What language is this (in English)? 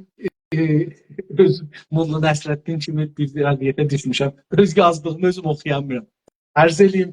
South Azerbaijani